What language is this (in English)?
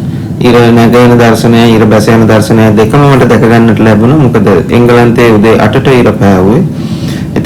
Sinhala